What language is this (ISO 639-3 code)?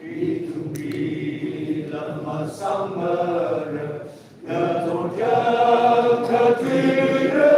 nmf